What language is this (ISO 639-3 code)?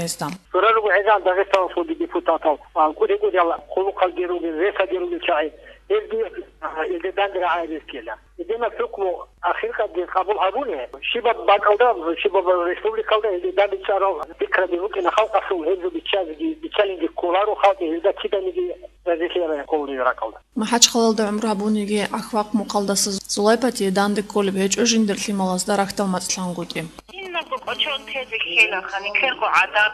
ava